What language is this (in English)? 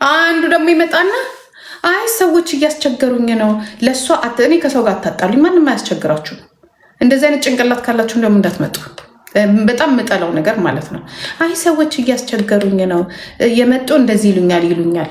Amharic